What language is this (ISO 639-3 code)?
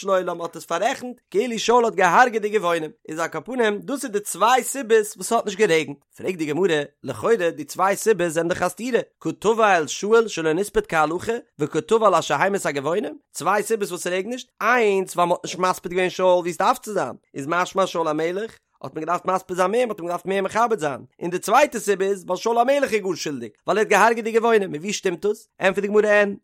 yid